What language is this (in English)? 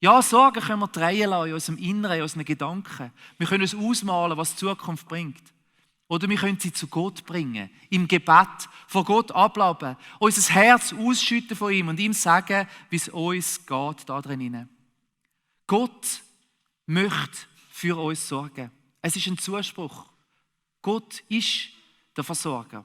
Swiss German